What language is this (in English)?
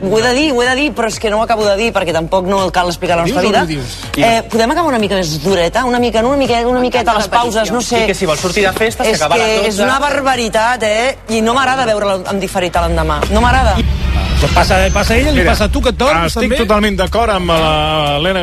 Catalan